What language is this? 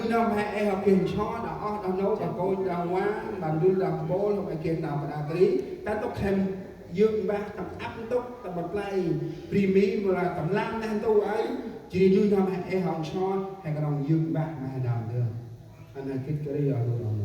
Central Mnong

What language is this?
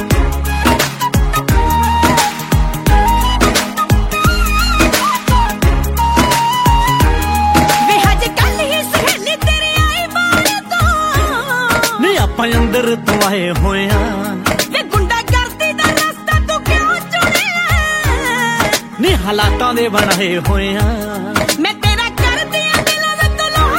Punjabi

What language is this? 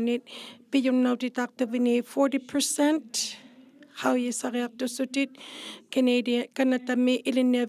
Inuktitut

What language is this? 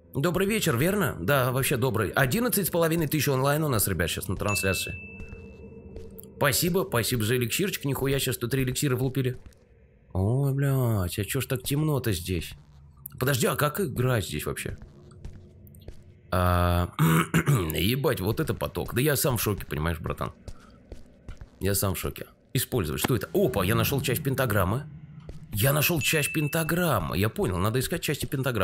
Russian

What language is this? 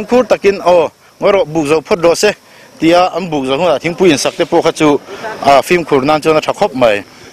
Mizo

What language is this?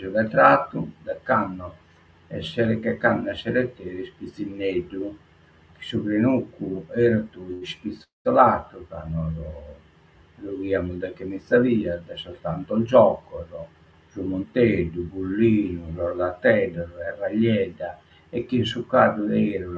Sardinian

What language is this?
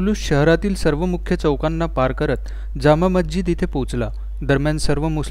Marathi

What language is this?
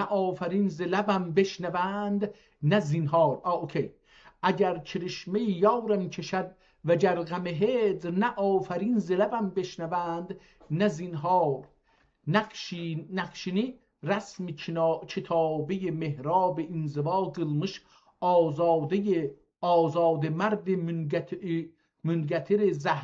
South Azerbaijani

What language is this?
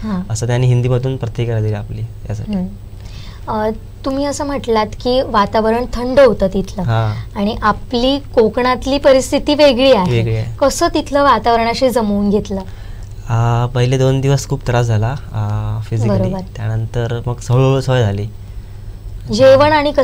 Marathi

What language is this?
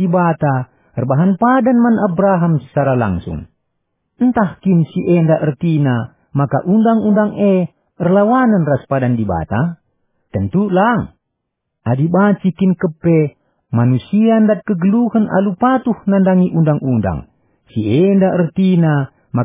Batak Karo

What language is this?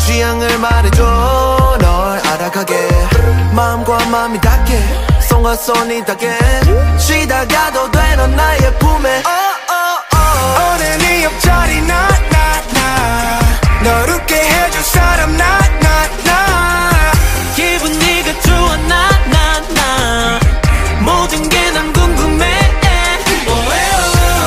Korean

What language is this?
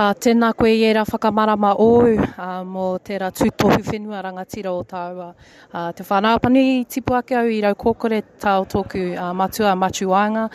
Māori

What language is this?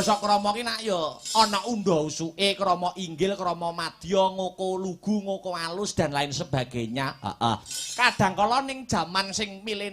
Javanese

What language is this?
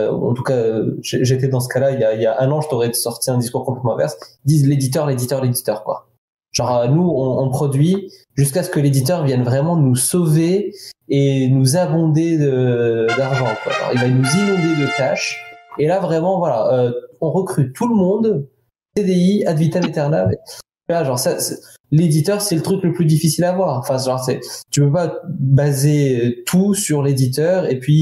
French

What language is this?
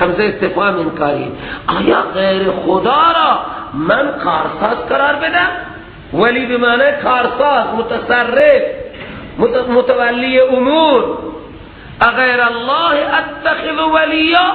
Persian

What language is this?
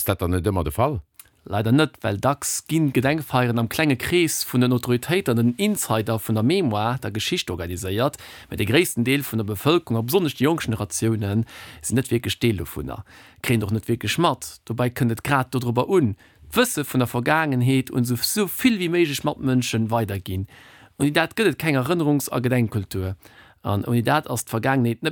Luxembourgish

